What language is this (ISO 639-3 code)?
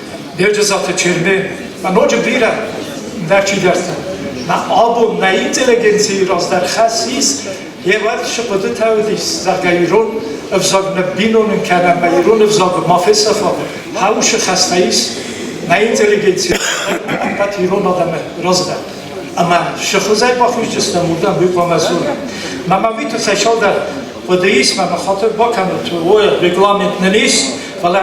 oss